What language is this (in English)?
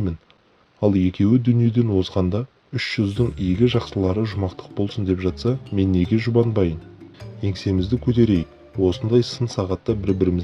Kazakh